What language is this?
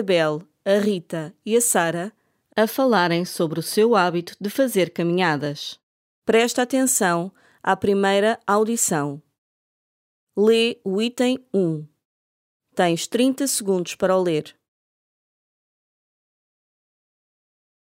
Portuguese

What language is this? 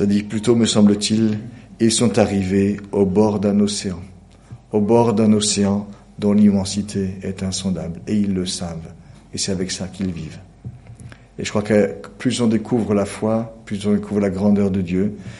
French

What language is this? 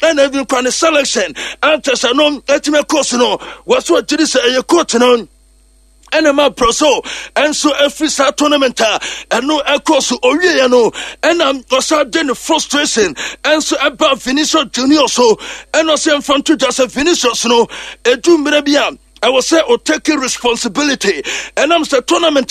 Akan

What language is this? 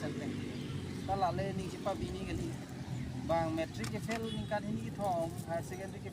Karbi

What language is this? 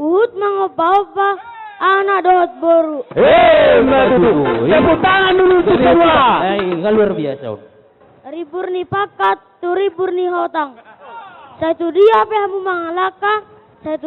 Batak Toba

